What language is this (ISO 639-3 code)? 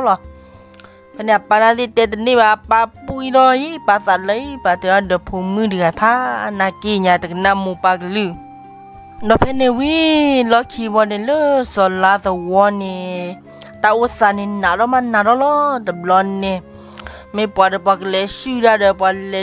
ksw